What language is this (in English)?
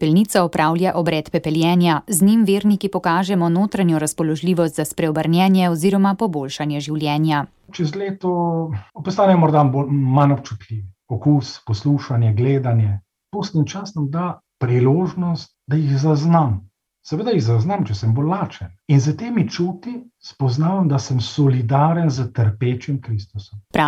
Slovenian